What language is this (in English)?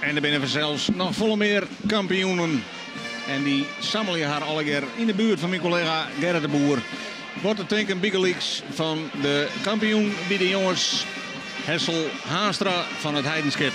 Western Frisian